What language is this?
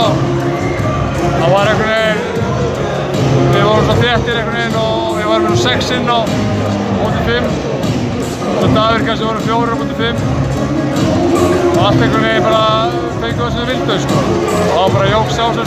Icelandic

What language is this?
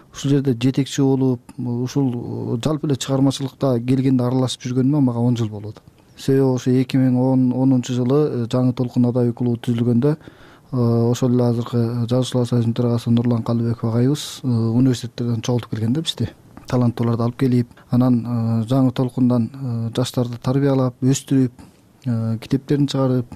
Kyrgyz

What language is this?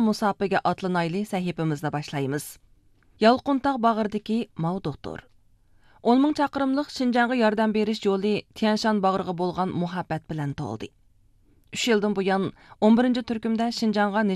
Uyghur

